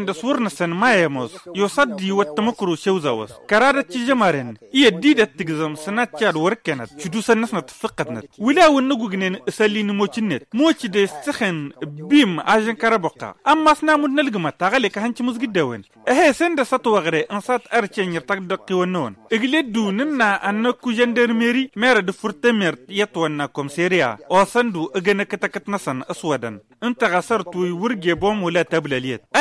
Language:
Tamasheq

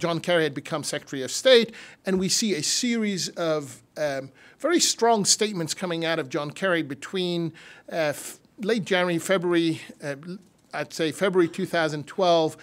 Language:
English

